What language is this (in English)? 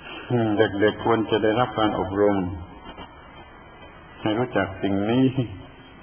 Thai